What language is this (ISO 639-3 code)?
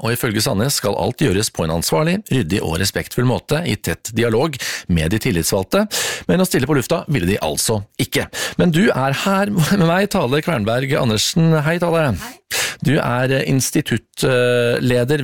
nor